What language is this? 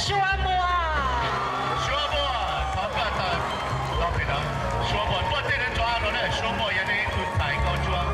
Hmong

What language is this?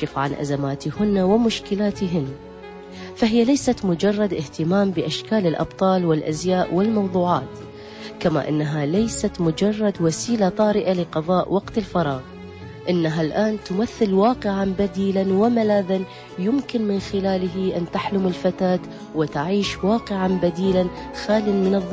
Arabic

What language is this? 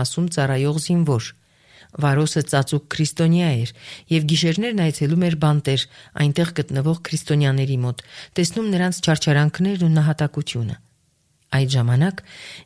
Armenian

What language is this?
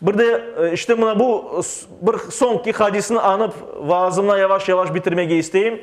Crimean Tatar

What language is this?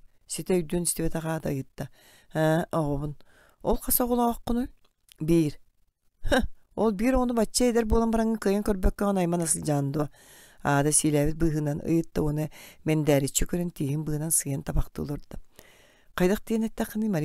Yakut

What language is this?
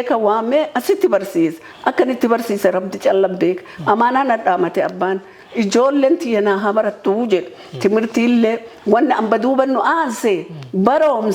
Oromo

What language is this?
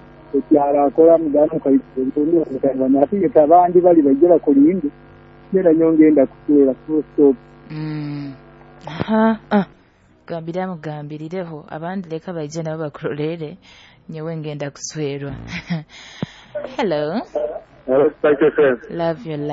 Nyoro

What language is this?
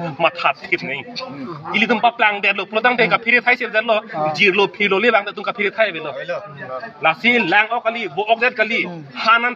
Karbi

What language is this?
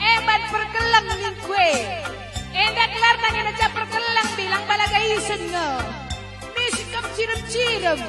Batak Karo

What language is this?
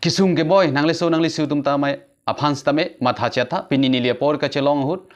Karbi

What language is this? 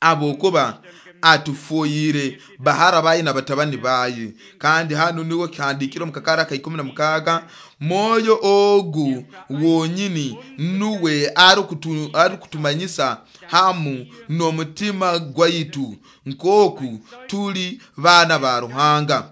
Nyoro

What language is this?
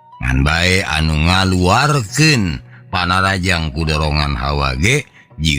Sundanese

